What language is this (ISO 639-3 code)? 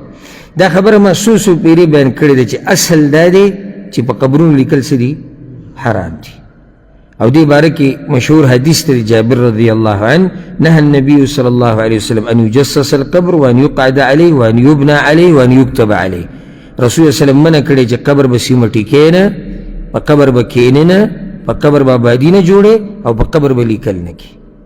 pus